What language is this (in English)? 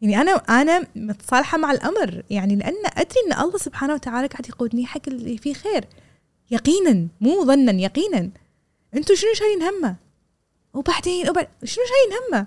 Gulf Arabic